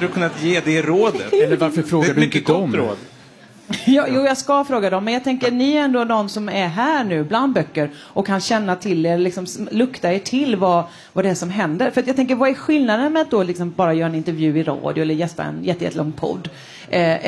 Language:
Swedish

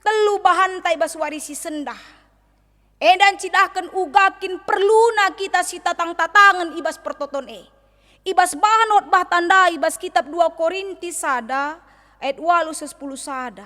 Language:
Batak Karo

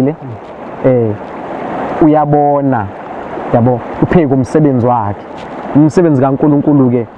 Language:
Zulu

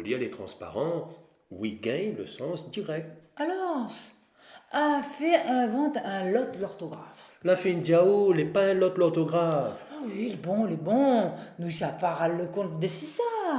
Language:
Réunion Creole French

